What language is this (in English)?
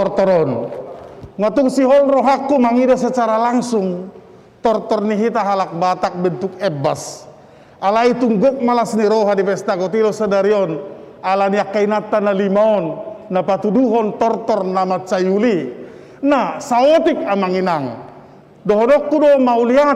Batak Toba